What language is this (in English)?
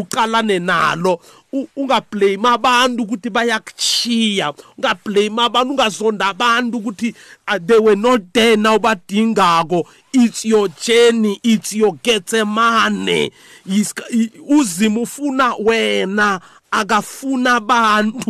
South Ndebele